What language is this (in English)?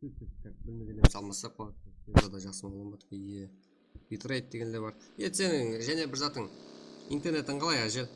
Kara-Kalpak